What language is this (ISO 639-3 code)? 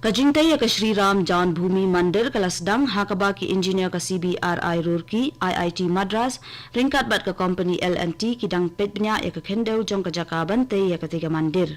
kha